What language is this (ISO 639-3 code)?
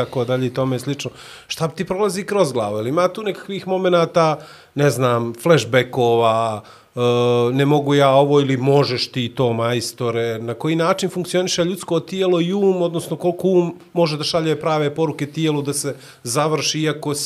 bos